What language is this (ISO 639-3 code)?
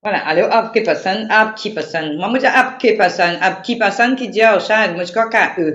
mfe